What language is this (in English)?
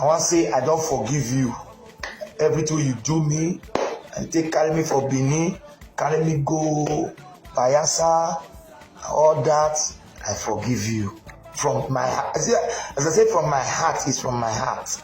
Nigerian Pidgin